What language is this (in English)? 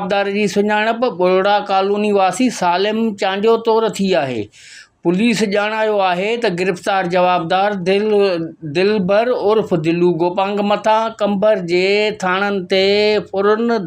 Sindhi